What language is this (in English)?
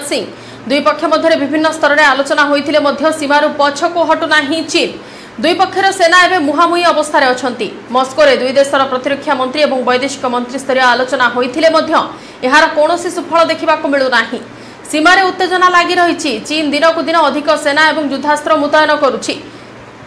Odia